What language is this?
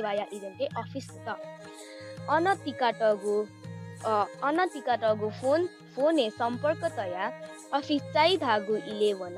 Newari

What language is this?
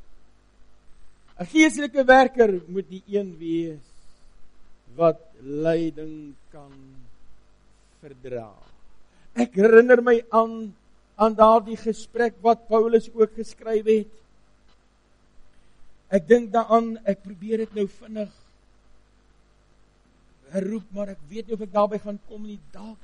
Afrikaans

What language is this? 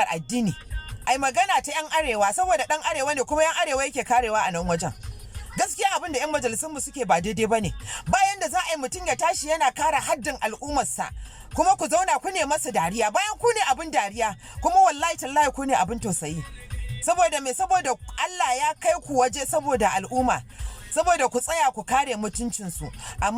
Hausa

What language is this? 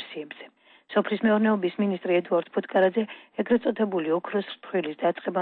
Georgian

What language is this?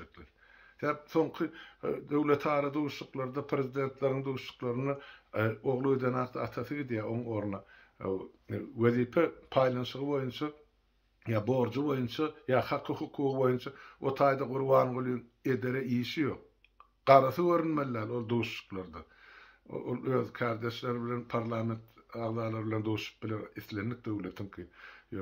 Turkmen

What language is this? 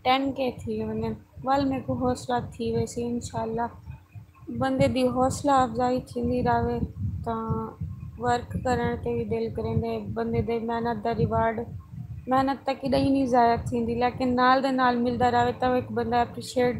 Saraiki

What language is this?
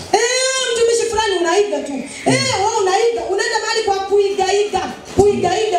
Swahili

